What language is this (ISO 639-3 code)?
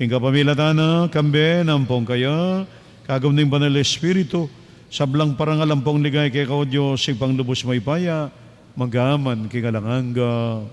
pam